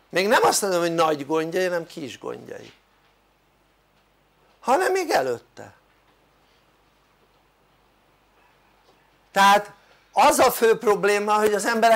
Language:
Hungarian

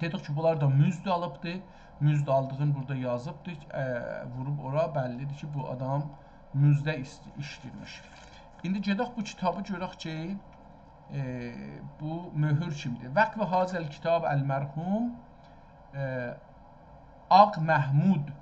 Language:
South Azerbaijani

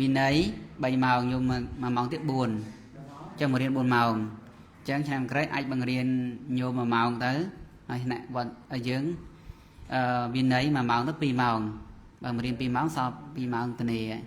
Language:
Khmer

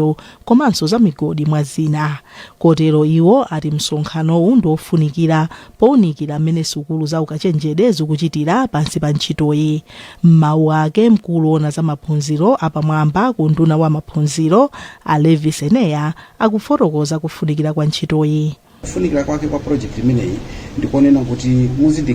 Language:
Nyanja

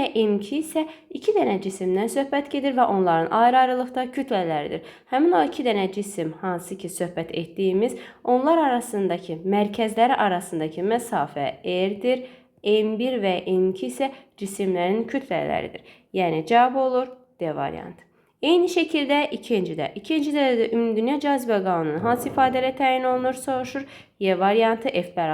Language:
Azerbaijani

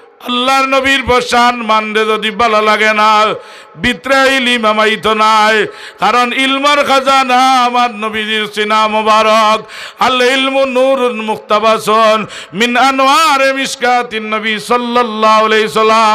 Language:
Sylheti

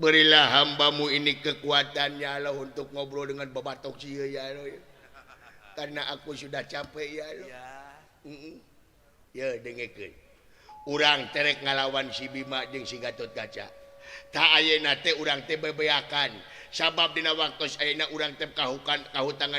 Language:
Sundanese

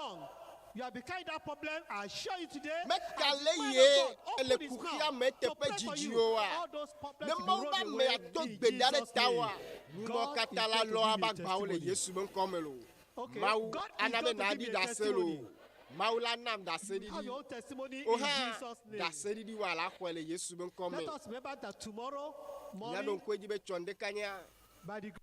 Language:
Ewe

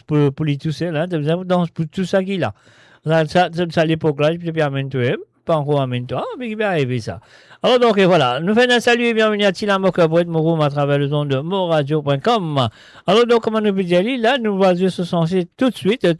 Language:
Morisyen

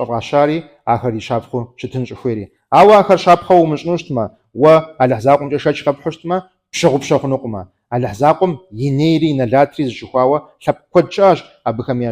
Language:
Kabardian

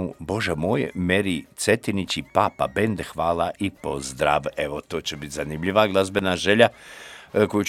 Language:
Croatian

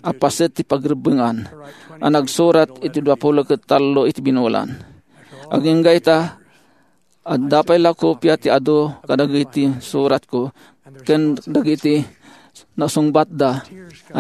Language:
Iloko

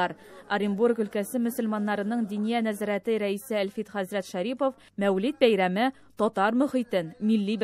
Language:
Tatar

